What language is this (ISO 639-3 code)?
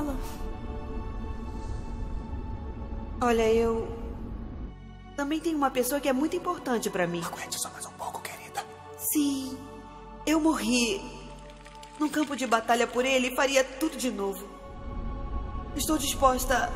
por